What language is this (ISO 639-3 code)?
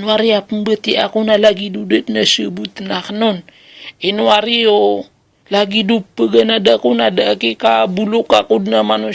mrw